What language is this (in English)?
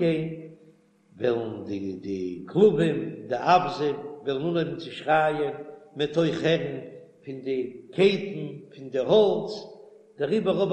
Yiddish